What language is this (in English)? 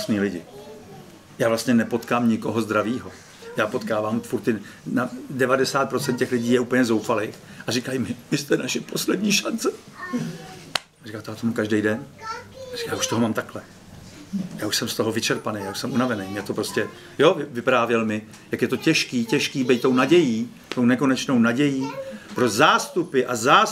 Czech